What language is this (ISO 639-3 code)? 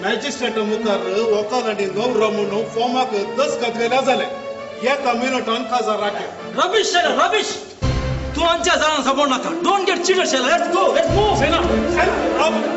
kok